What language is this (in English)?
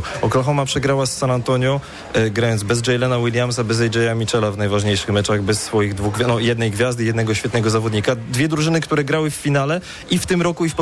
Polish